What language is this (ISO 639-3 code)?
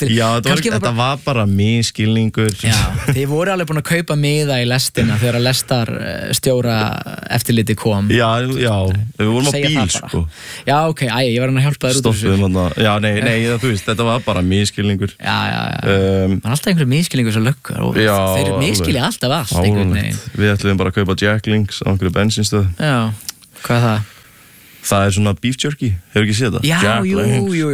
isl